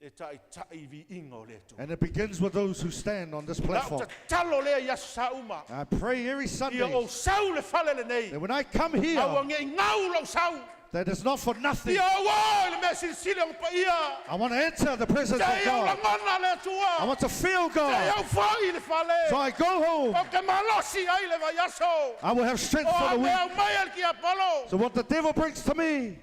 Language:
Samoan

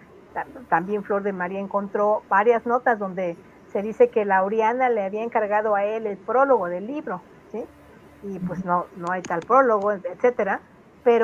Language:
Spanish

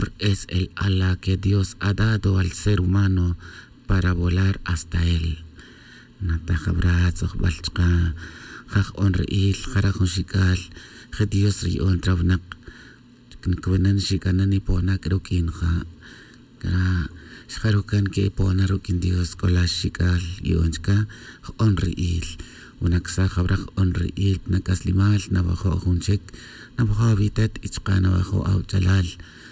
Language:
Tz'utujil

